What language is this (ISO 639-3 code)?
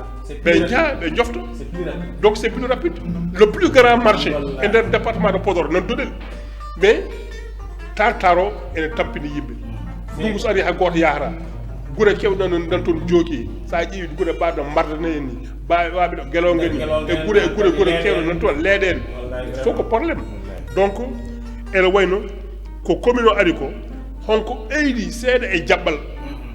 ful